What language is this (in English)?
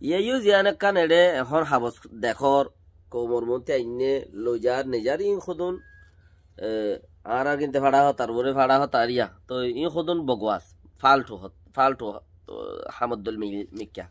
Rohingya